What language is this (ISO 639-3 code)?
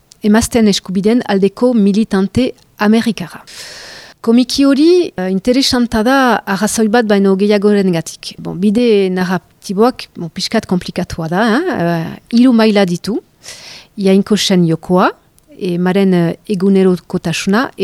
eus